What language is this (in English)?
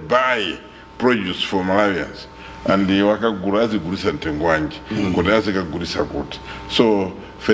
Nyanja